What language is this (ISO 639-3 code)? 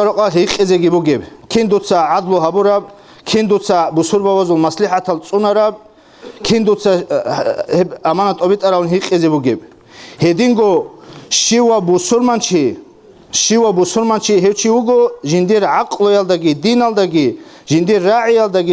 ava